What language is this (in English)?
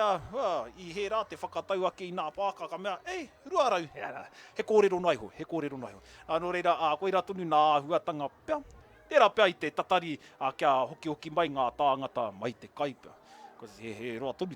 Māori